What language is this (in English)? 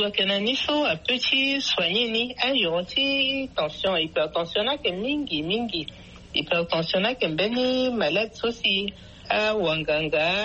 Sango